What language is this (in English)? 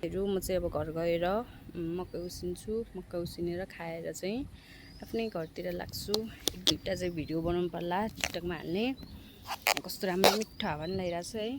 Nepali